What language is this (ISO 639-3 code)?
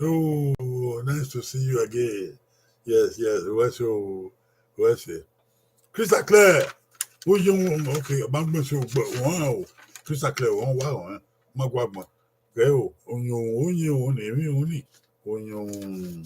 bin